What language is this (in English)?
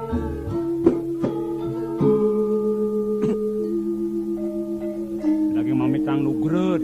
Balinese